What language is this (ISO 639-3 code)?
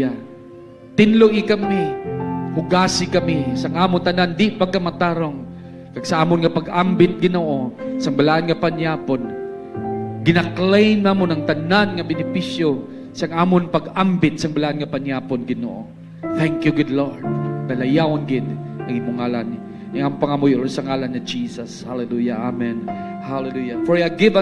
hil